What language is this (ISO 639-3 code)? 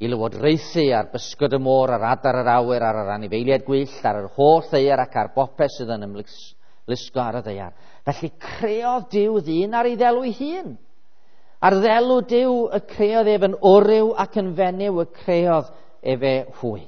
cym